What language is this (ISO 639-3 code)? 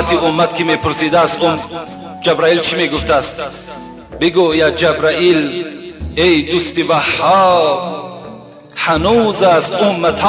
tgk